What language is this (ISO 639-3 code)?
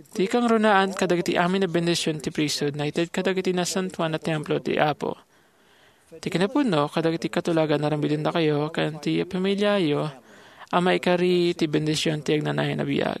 ilo